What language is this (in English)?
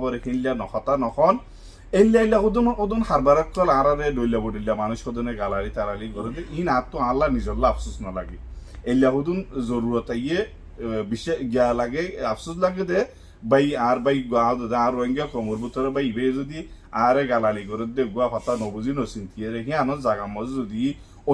Rohingya